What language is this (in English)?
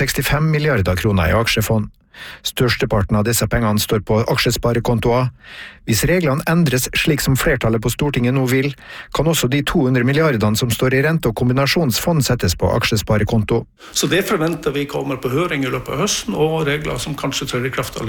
Norwegian